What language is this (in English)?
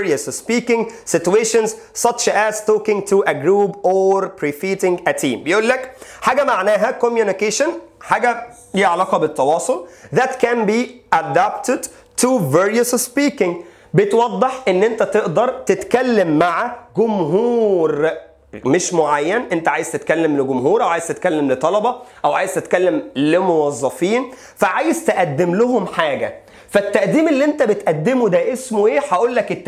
Egyptian Arabic